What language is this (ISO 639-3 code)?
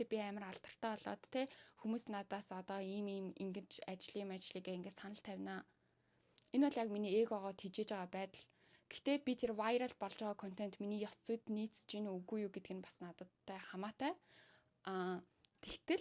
mon